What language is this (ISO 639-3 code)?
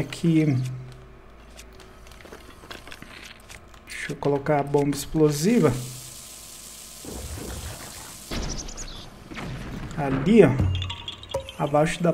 por